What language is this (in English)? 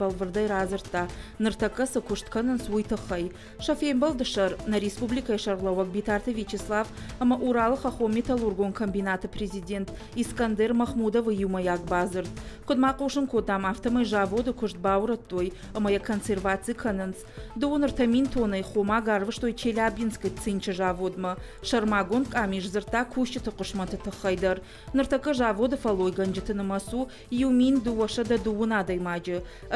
Ossetic